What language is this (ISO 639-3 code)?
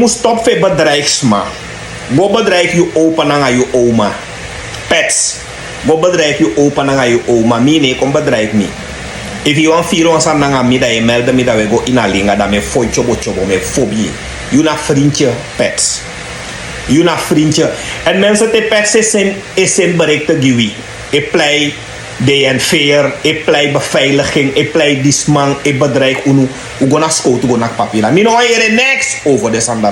srn